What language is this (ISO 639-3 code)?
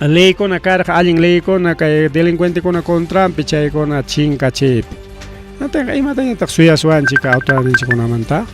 quy